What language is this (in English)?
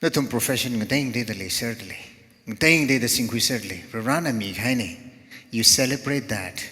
Tangkhul Naga (India)